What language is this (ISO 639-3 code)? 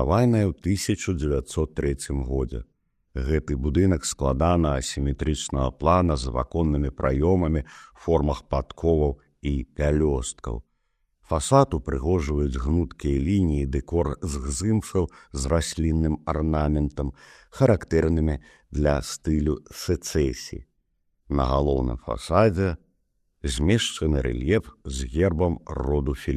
bel